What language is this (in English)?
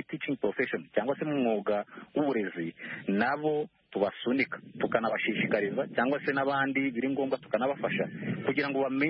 Kinyarwanda